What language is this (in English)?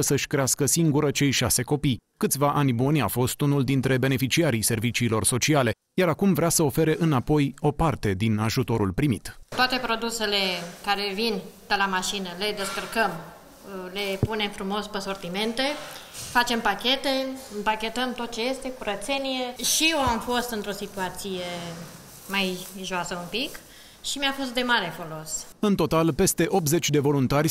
Romanian